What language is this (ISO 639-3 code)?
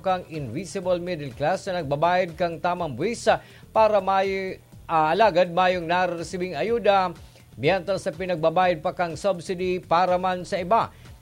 bik